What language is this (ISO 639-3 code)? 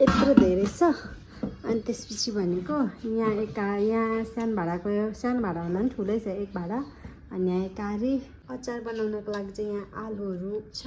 nep